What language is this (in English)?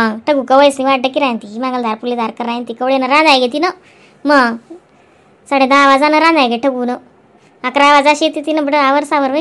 Khandesi